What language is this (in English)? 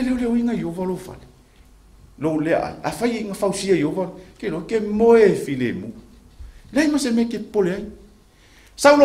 Samoan